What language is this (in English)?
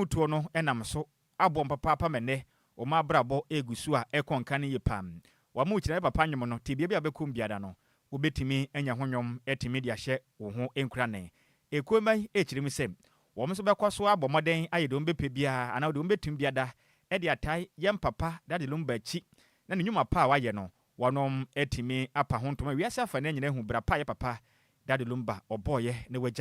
Akan